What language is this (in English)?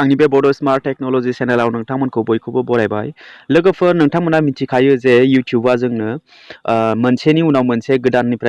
Bodo